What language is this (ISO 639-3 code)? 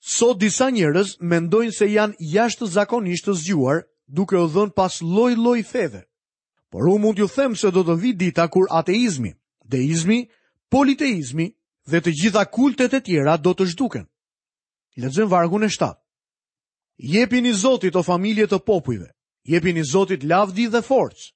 sqi